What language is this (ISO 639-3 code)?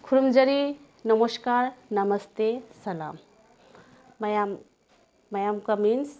mni